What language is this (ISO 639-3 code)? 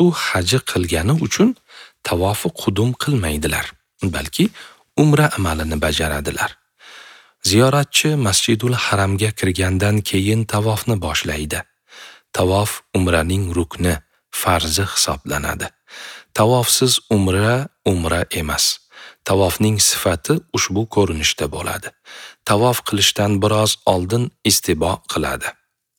uzb